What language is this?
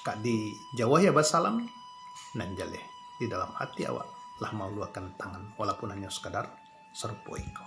Minangkabau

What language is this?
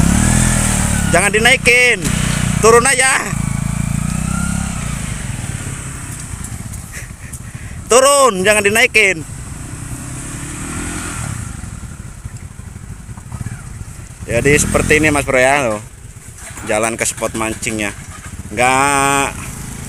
Indonesian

